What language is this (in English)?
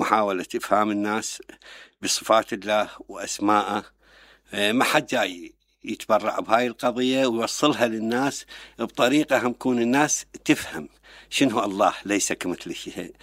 Mesopotamian Arabic